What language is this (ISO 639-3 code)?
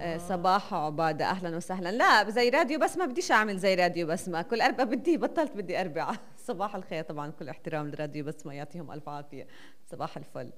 apc